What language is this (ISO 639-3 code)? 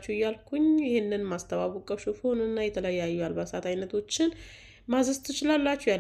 amh